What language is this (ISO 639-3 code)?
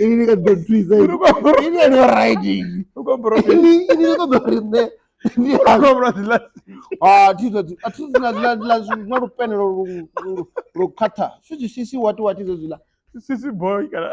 ven